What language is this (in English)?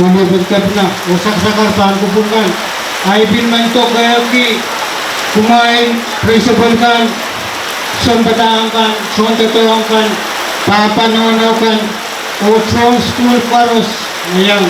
Pohnpeian